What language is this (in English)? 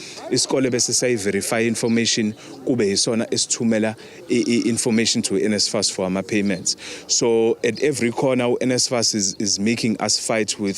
Zulu